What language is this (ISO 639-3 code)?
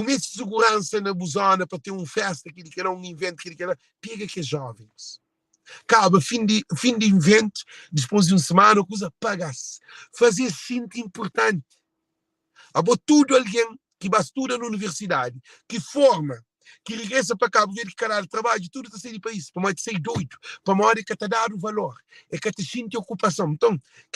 kea